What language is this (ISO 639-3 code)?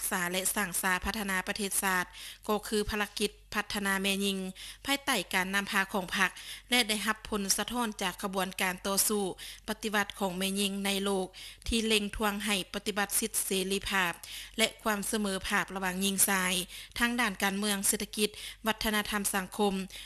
lao